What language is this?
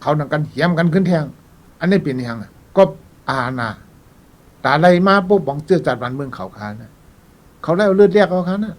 Shan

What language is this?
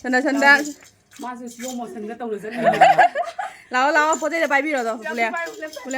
Manipuri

